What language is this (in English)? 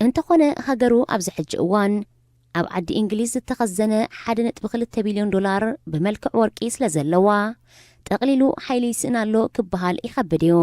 Tigrinya